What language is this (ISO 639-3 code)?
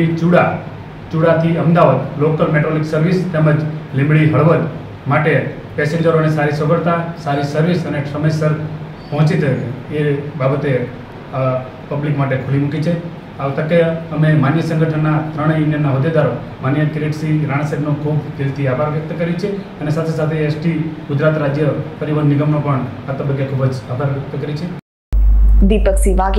guj